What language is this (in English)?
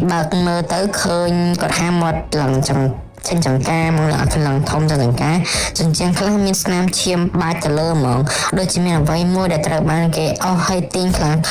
Khmer